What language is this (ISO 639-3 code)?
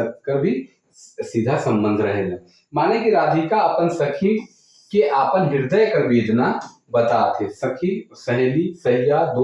sck